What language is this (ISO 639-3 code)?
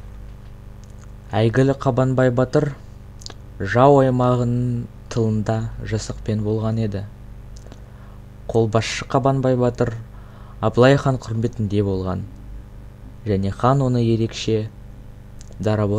kaz